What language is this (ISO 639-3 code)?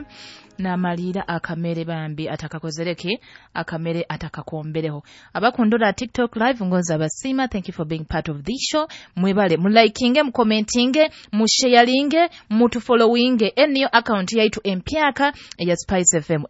nyo